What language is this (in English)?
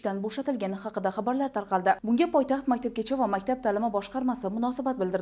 Uzbek